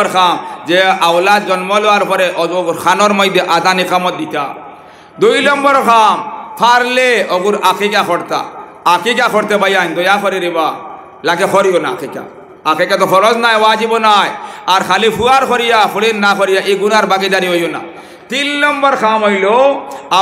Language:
Sylheti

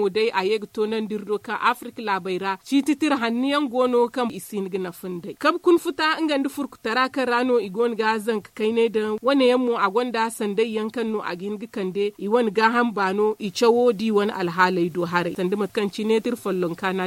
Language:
Zarma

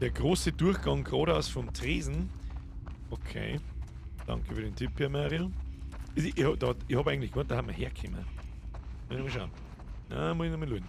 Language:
Bavarian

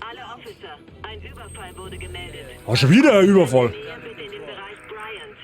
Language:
Bavarian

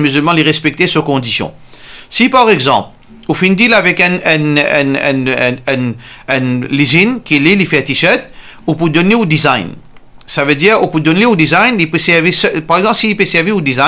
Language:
Morisyen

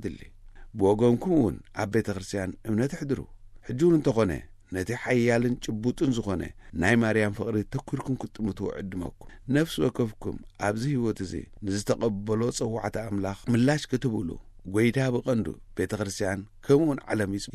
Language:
Tigrinya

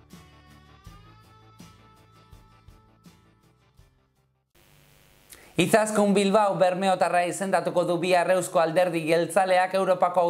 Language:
Basque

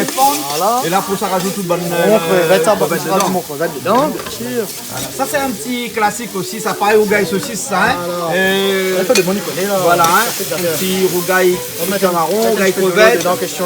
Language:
Réunion Creole French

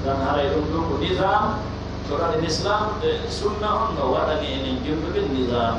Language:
Pular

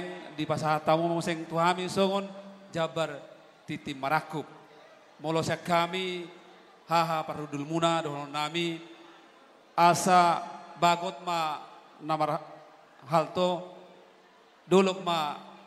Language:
Batak Toba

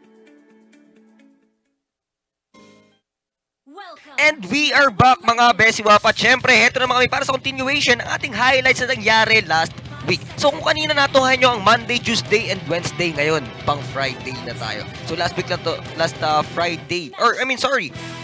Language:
Filipino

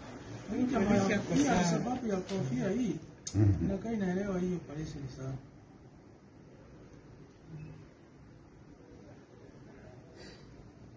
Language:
Swahili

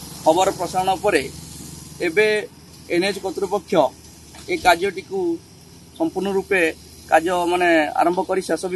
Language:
Odia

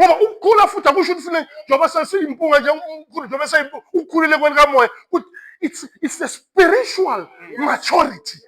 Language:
Zulu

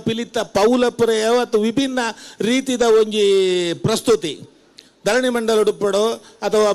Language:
Tulu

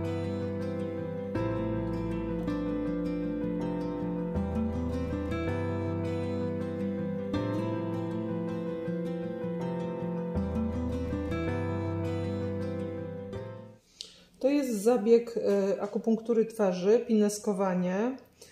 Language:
Polish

